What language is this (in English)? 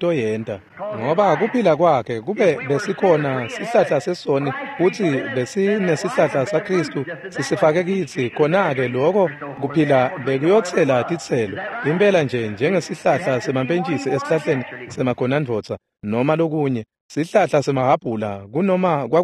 Swati